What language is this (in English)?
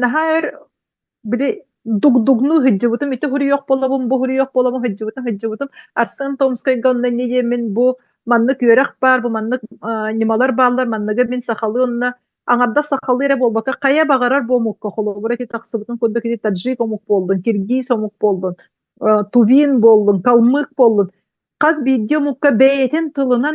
Yakut